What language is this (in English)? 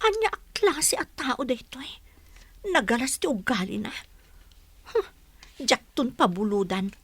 Iloko